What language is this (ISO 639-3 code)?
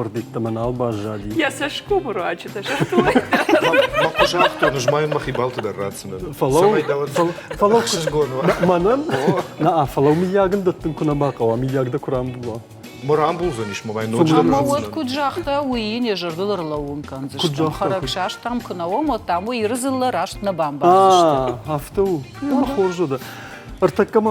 oss